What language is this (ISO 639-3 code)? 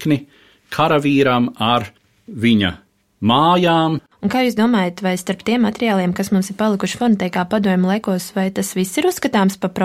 lav